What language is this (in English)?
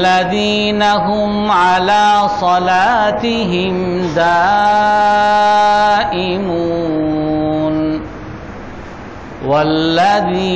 Bangla